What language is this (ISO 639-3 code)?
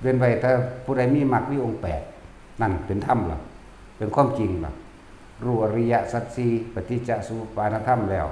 tts